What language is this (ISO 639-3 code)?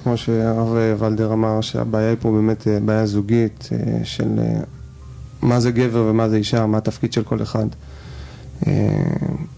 heb